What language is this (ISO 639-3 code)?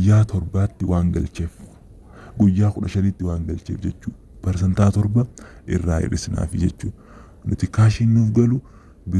orm